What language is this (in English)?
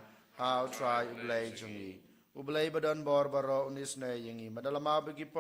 Khasi